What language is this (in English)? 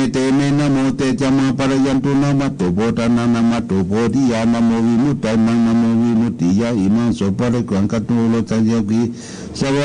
Pali